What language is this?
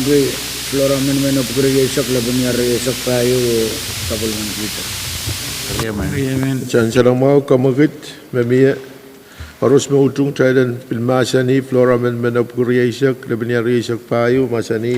Pohnpeian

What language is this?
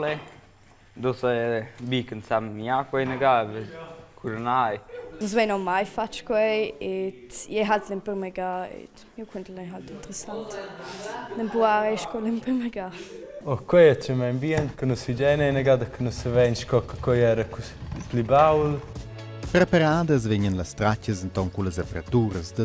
Romansh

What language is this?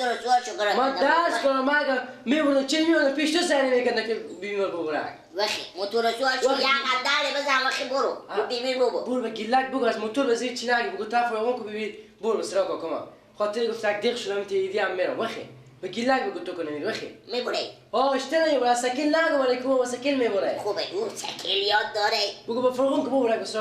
Persian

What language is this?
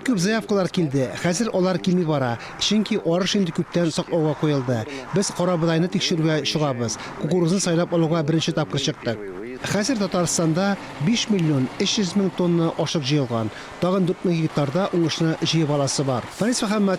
Tatar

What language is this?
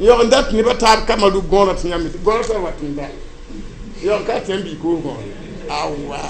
Mossi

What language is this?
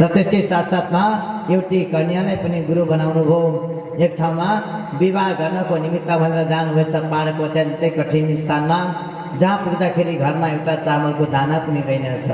Nepali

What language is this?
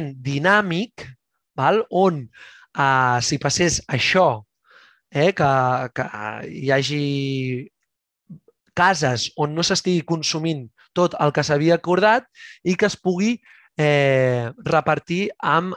Catalan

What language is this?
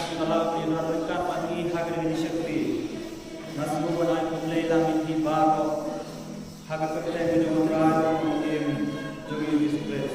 Khasi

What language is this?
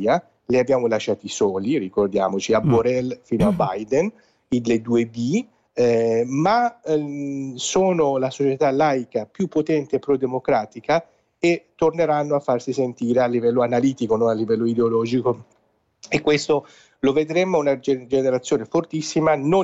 Italian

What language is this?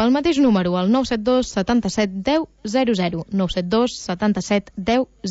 Catalan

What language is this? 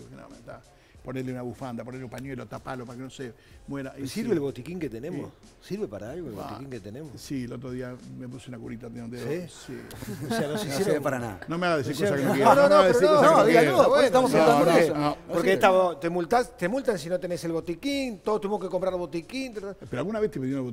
Spanish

